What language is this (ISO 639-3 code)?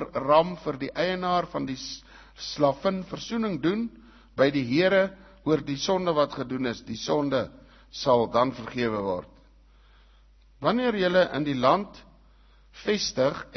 afr